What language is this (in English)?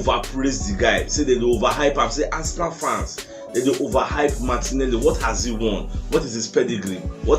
Nigerian Pidgin